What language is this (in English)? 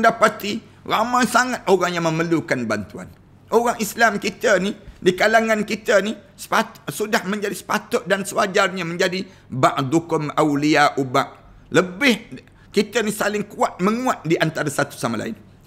Malay